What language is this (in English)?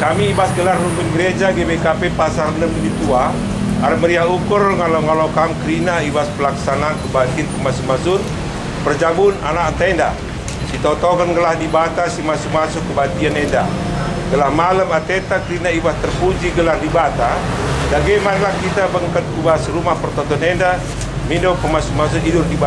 Batak Karo